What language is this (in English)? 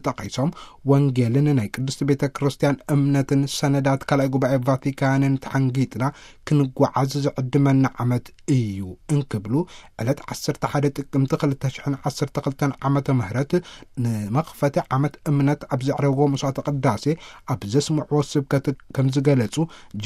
Tigrinya